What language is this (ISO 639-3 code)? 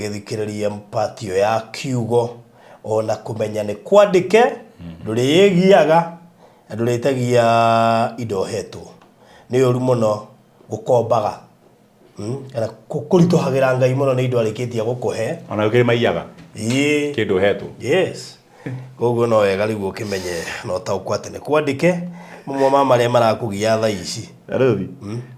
kik